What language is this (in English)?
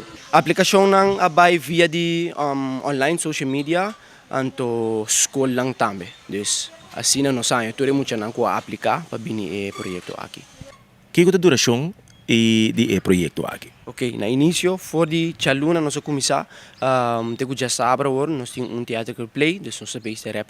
Papiamento